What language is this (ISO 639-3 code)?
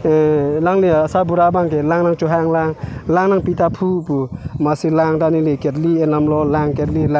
mjw